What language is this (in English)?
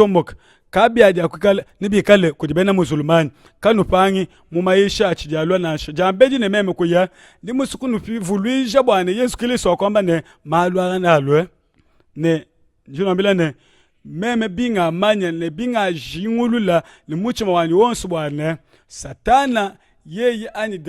Luba-Lulua